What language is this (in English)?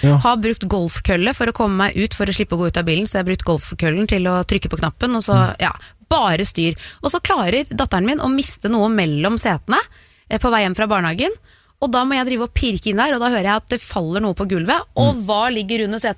Norwegian